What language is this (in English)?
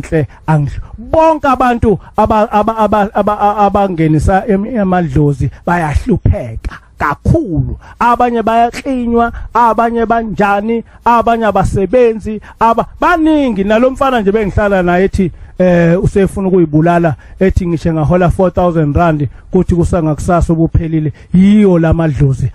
Zulu